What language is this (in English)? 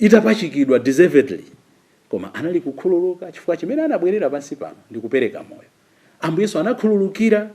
Nyanja